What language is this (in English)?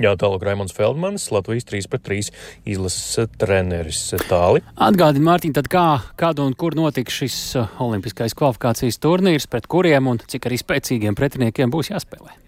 Latvian